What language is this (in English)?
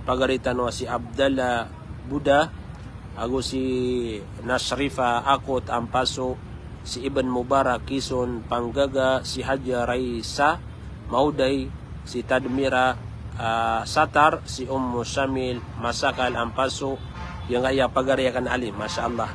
Maranao